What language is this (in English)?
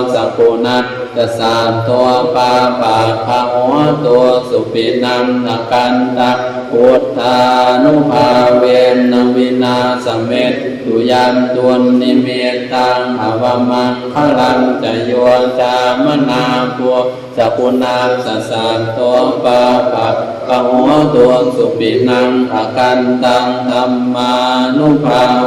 Pali